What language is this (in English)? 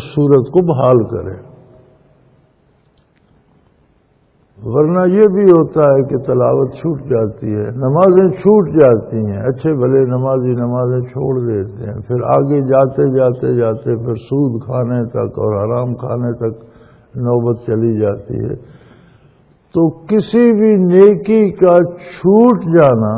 Urdu